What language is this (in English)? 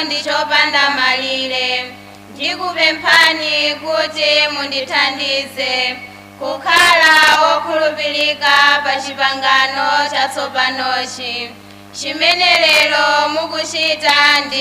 Nyanja